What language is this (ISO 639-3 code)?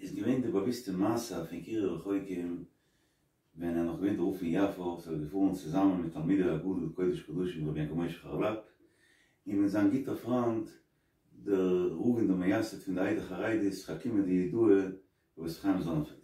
yid